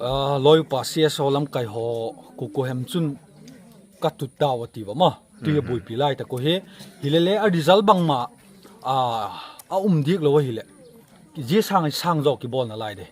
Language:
Paite Chin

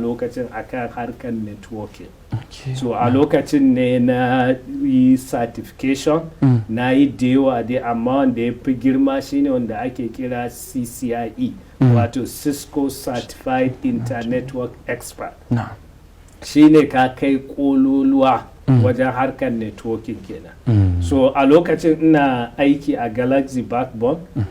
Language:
Hausa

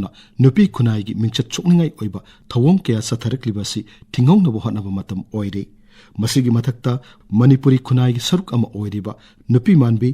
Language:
Manipuri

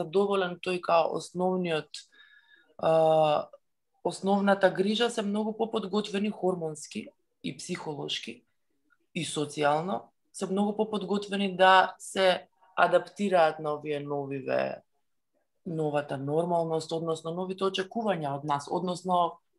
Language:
Macedonian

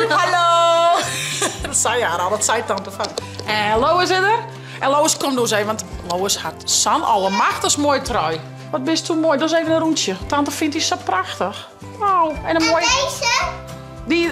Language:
Western Frisian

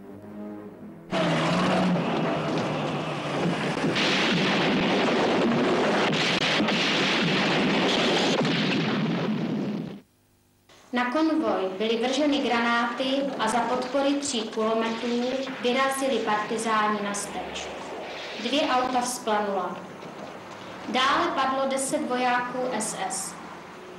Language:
Czech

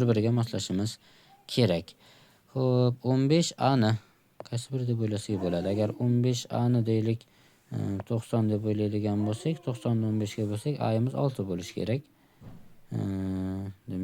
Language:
Uzbek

